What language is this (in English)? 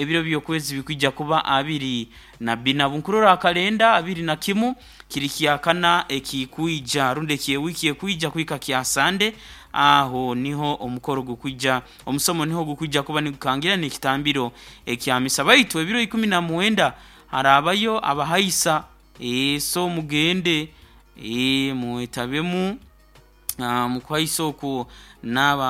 Nyoro